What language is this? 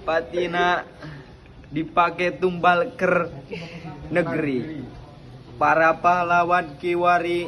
Sundanese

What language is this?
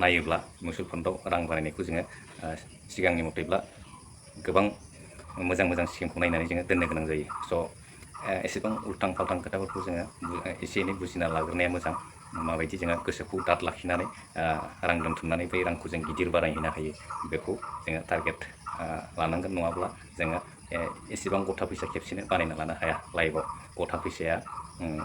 Bodo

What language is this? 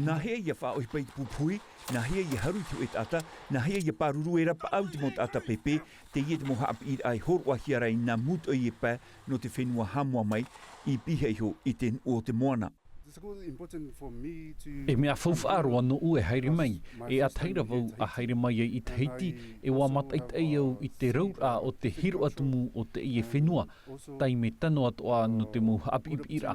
Tahitian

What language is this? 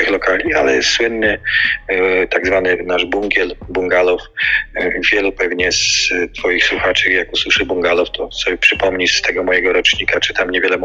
Polish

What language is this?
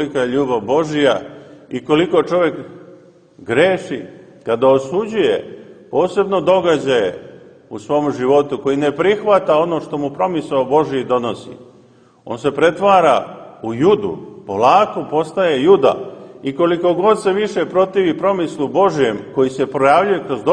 Serbian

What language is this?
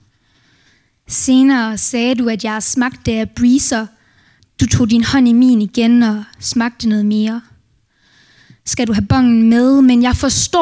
Danish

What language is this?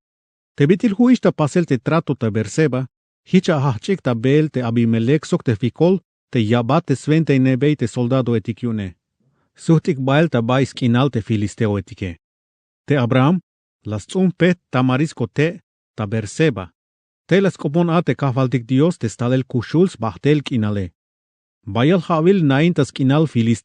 Tzeltal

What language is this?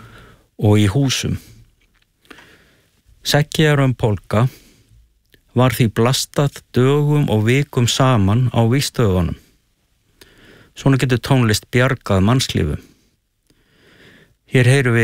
Icelandic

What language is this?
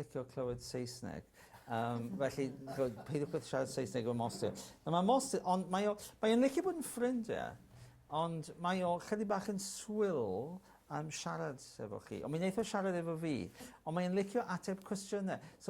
Welsh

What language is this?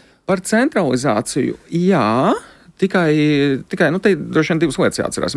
Latvian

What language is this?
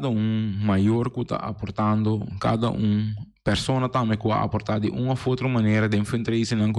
Papiamento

